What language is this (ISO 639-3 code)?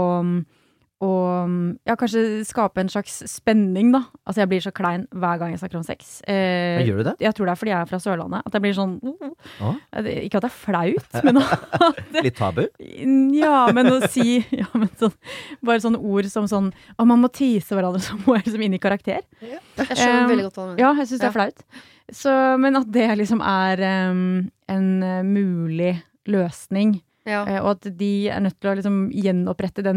nor